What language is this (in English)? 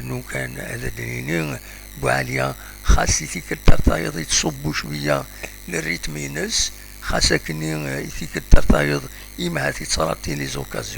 Kabyle